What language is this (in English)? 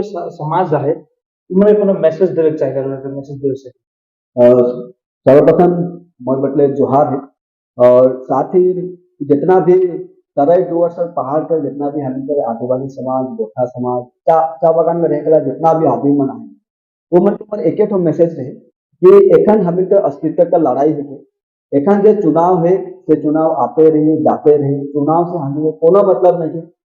Sadri